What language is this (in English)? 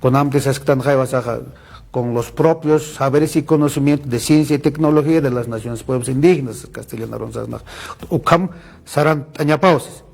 Aymara